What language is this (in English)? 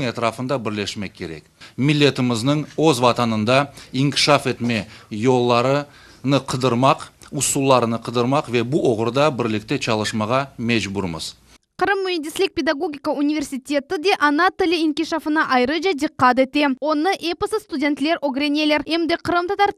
Crimean Tatar